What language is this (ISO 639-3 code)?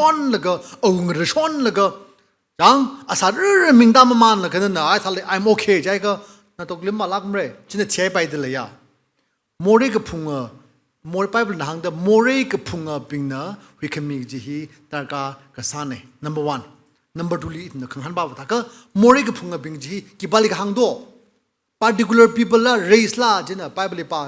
nmf